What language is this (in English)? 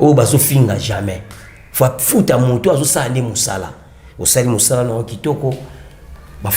Lingala